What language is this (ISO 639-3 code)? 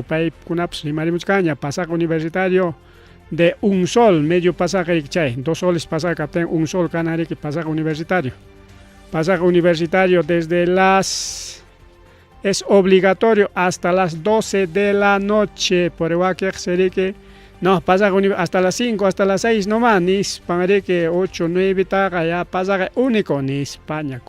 quy